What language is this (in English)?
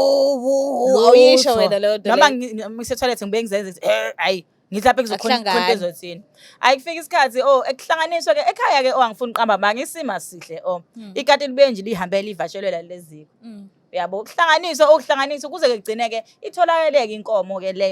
Zulu